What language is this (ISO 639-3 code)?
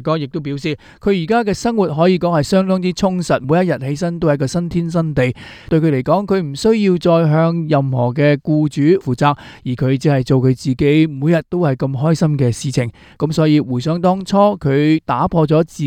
yue